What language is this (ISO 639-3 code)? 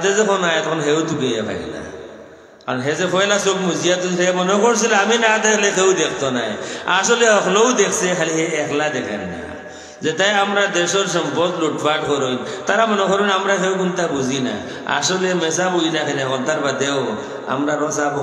syl